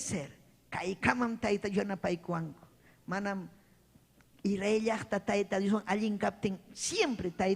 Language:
Ayacucho Quechua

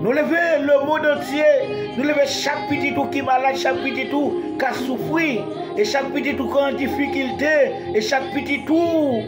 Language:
Haitian Creole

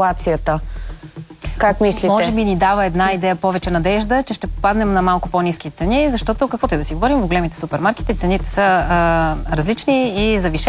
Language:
Bulgarian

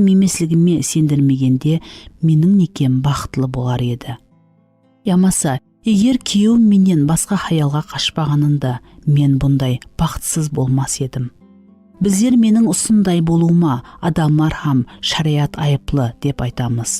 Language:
Kara-Kalpak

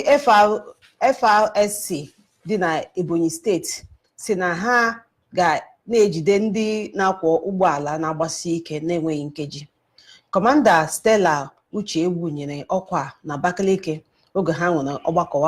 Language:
Igbo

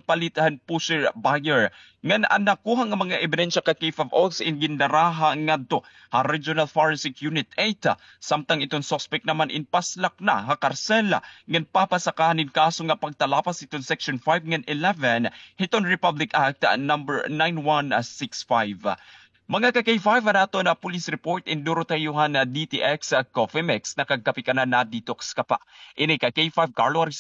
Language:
Waray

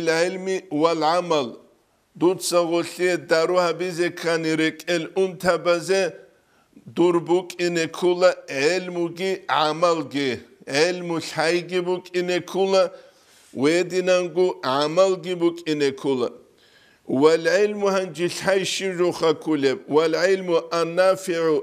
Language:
Avaric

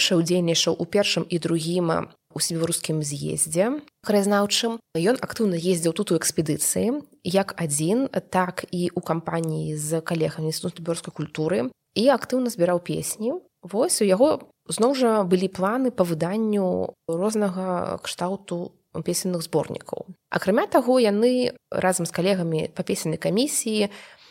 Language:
Belarusian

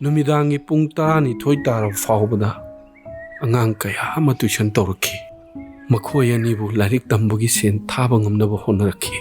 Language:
Manipuri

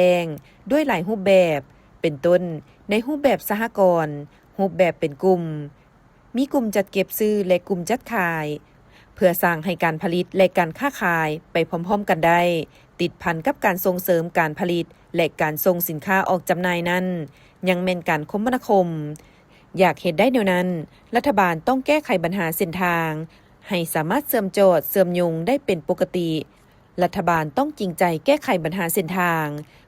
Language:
Lao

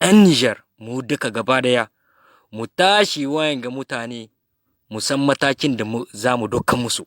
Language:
Hausa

